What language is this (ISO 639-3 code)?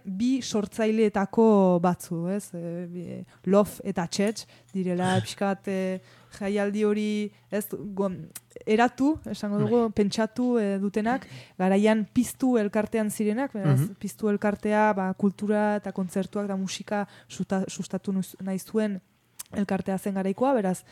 eus